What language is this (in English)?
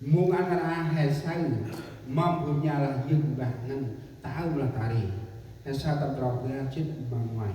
Central Mnong